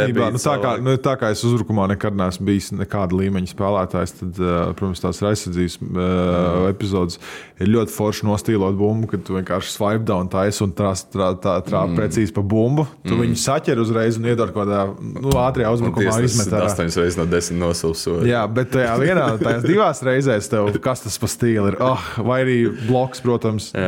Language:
Latvian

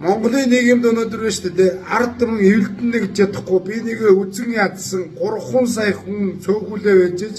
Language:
Mongolian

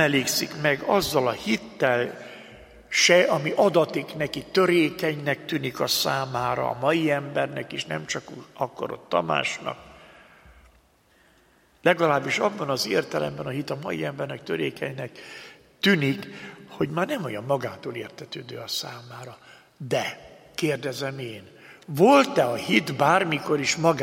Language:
Hungarian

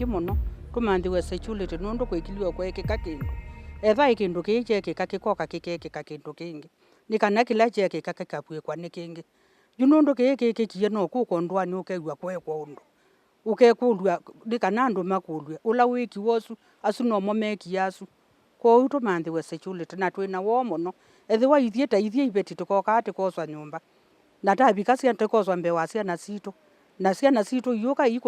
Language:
Kamba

